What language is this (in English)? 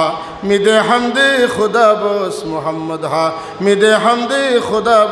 Sylheti